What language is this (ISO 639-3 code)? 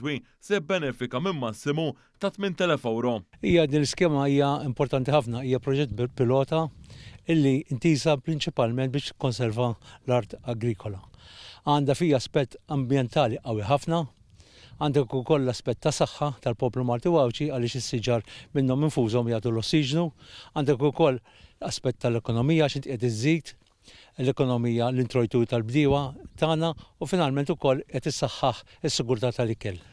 mlt